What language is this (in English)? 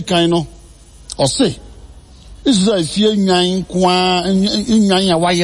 Akan